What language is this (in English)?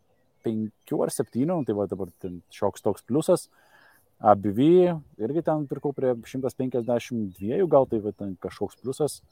Lithuanian